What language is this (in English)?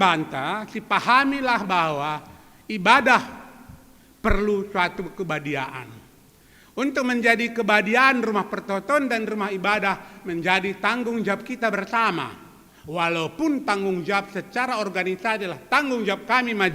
Batak Karo